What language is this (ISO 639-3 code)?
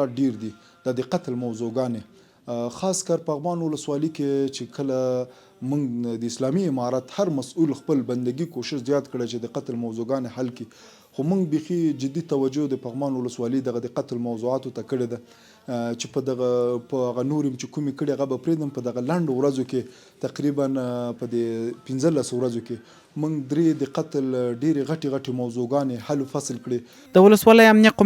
pus